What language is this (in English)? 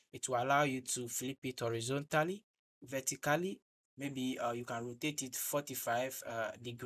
English